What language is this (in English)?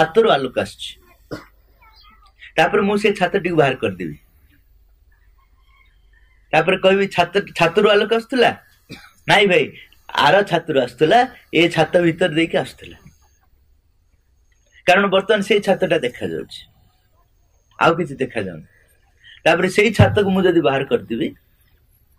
Odia